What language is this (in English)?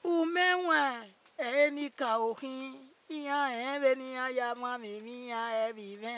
Bini